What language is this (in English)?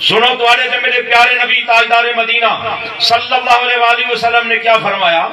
Saraiki